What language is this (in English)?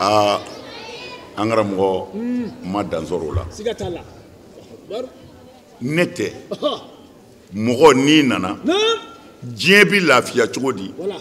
Bambara